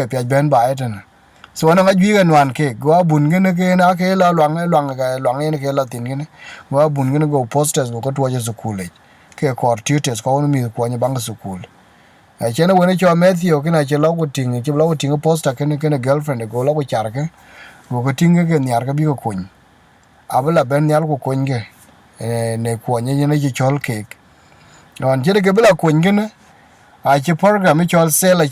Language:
Dinka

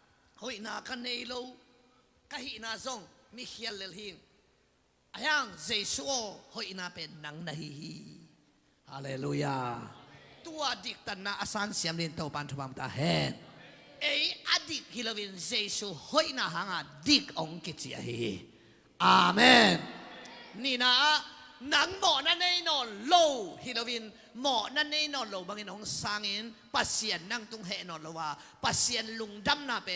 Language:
Tedim Chin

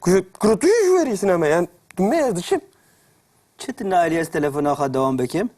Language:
Kurdish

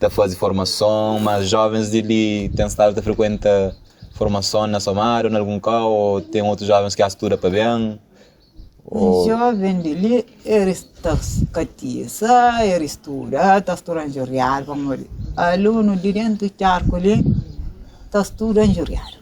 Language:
Kabuverdianu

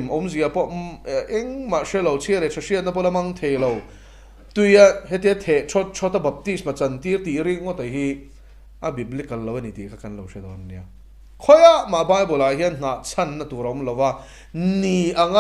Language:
Mizo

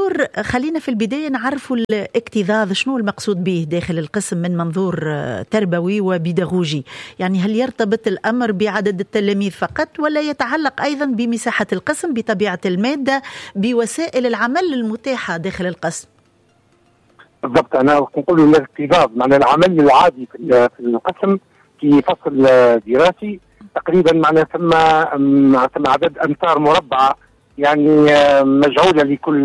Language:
Tunisian Arabic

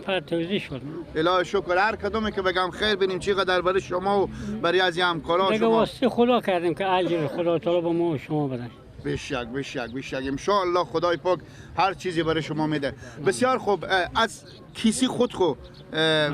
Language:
Persian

